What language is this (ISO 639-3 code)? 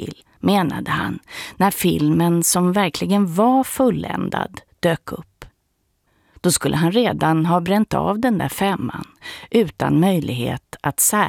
swe